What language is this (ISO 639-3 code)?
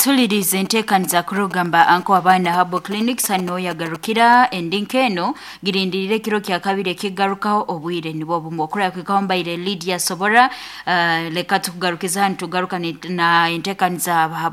nyo